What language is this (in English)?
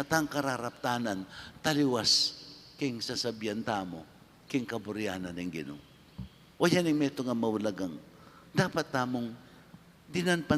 Pampanga